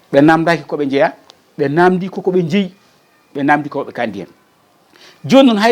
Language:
Fula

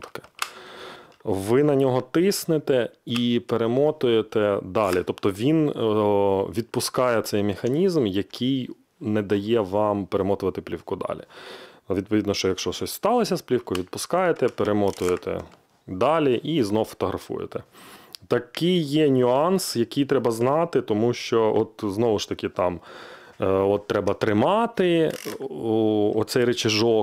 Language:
Ukrainian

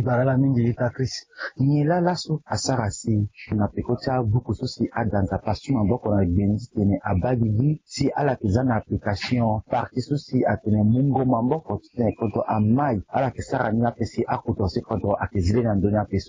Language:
Sango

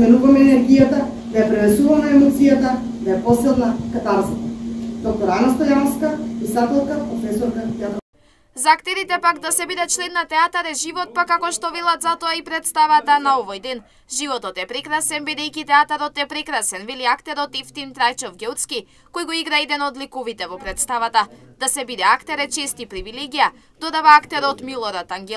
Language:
Macedonian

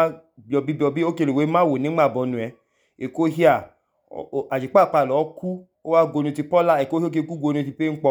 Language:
Idoma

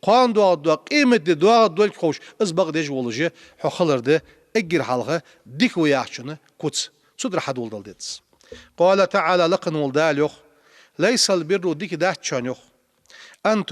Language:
Ingush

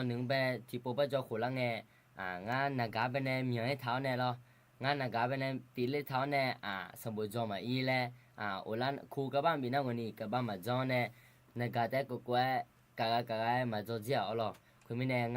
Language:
Akha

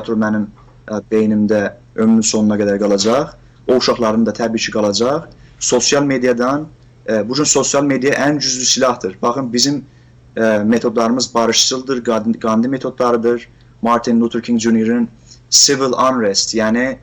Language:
South Azerbaijani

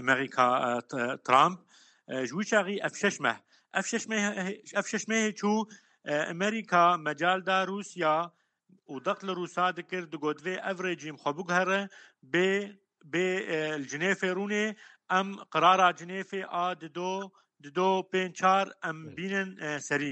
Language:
Kurdish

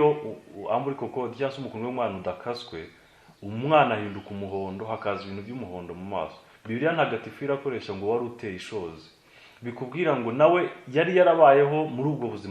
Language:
Kinyarwanda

